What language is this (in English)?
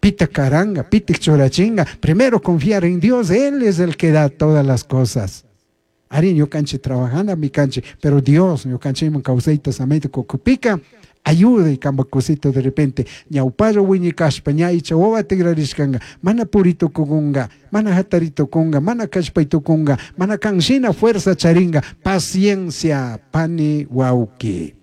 Chimborazo Highland Quichua